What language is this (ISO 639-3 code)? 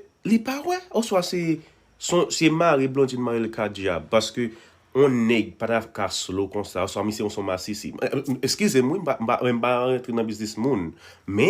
hat